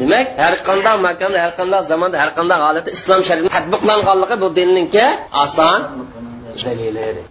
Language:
Uyghur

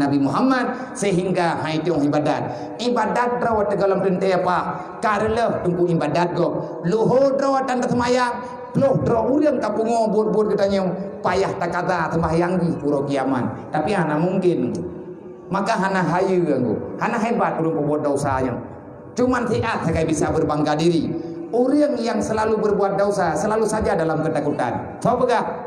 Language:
Achinese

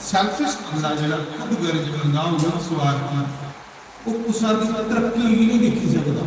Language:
Dogri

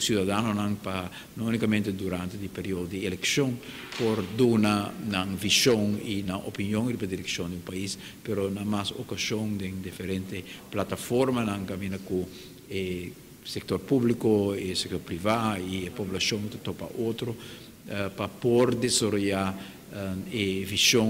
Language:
Papiamento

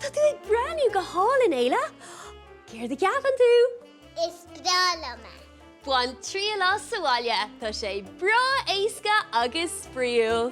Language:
Irish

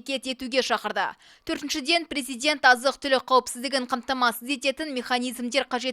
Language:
Kazakh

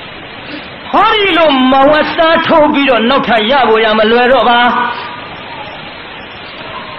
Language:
Burmese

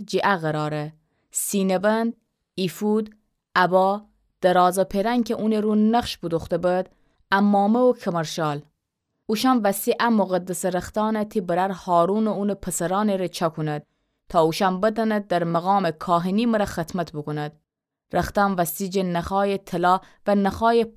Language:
Gilaki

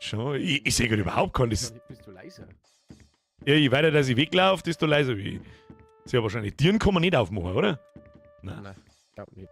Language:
Bavarian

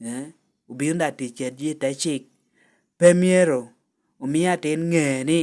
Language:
Lango (Uganda)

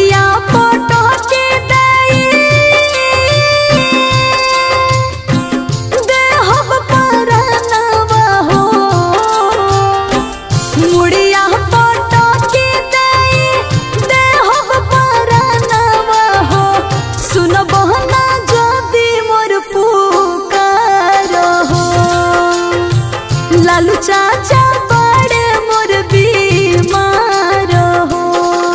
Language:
Bhojpuri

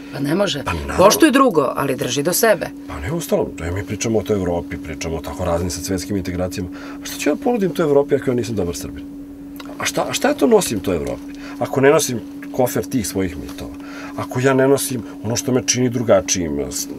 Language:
Serbian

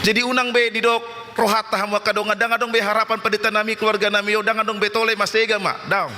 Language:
Batak Toba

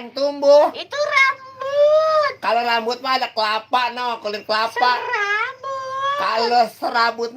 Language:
Betawi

